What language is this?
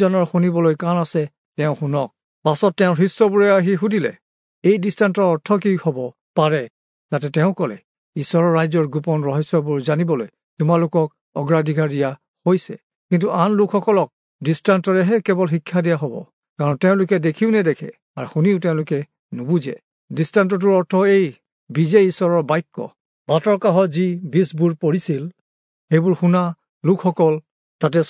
Assamese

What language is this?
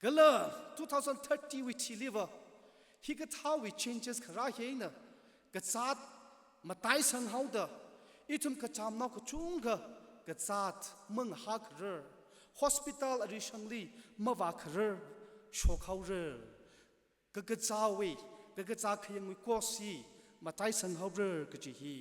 Tangkhul Naga (India)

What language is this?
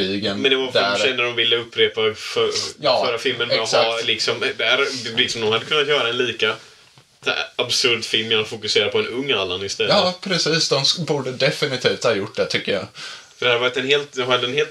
Swedish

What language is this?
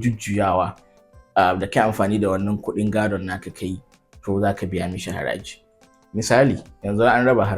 Hausa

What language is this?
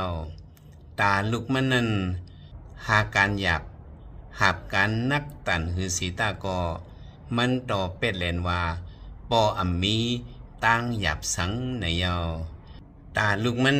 Shan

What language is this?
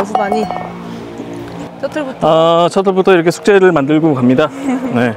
Korean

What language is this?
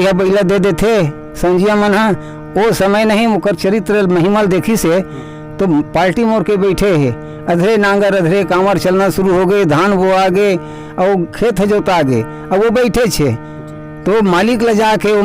Chhattisgarhi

